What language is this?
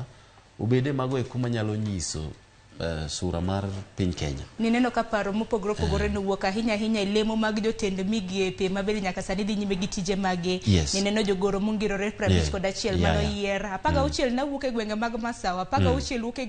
Luo (Kenya and Tanzania)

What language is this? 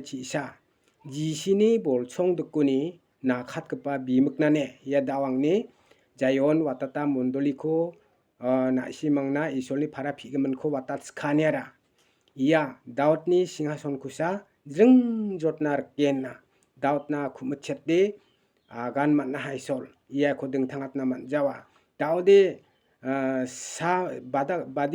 Garo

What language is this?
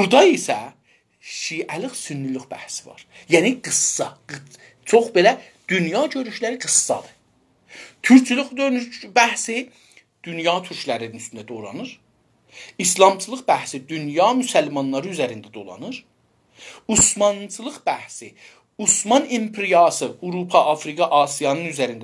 South Azerbaijani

